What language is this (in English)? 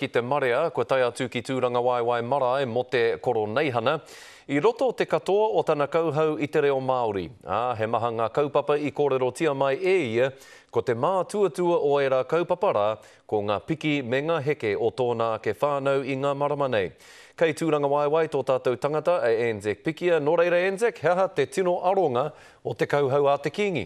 Māori